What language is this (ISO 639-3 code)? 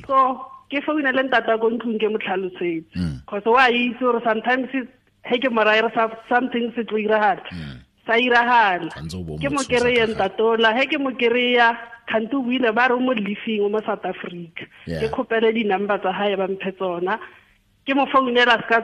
tsn